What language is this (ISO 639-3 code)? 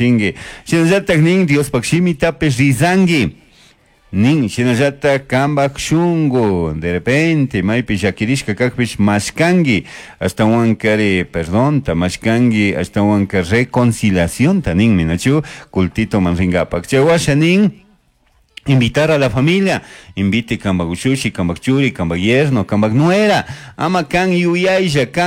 qug